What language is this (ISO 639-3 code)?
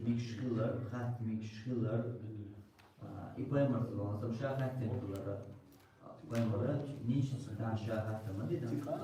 che